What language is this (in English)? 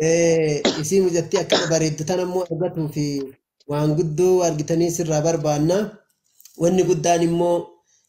Oromo